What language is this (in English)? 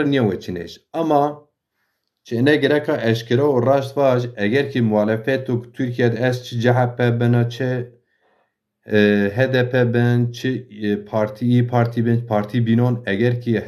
Zaza